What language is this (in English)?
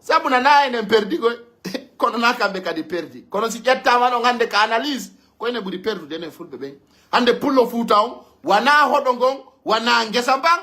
Pular